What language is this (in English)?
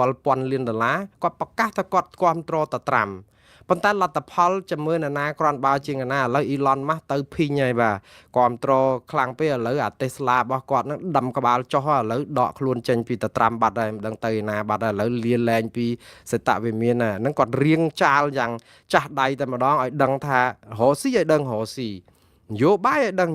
Khmer